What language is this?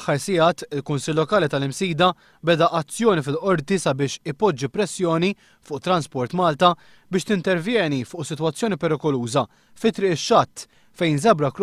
Maltese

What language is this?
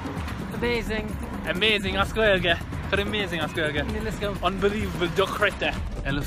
Irish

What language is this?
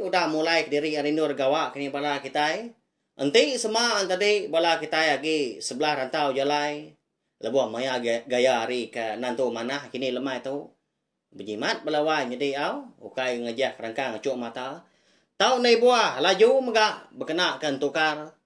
Iban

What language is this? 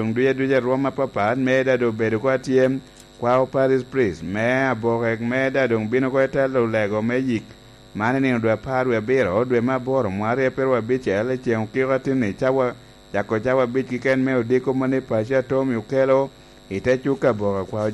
Lango (Uganda)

